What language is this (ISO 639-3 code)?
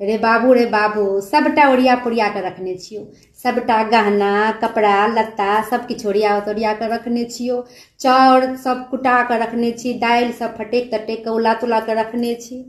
mai